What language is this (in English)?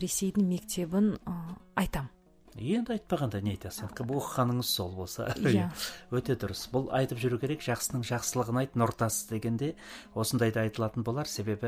Kazakh